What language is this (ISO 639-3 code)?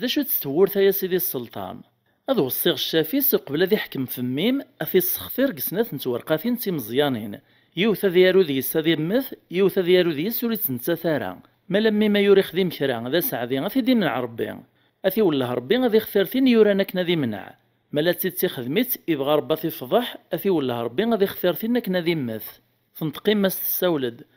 kab